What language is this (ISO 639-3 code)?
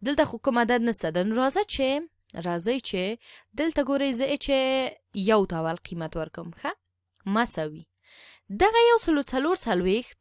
pus